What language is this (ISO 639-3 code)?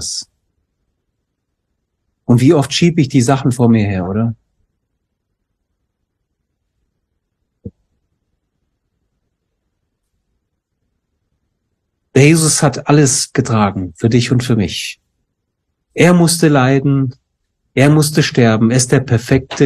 deu